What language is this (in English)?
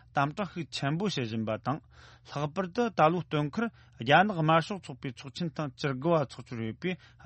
Tibetan